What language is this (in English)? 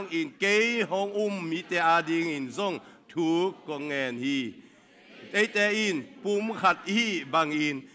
Tedim Chin